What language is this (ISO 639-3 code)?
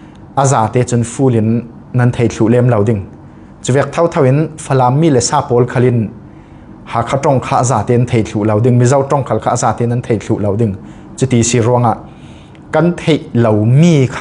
cfm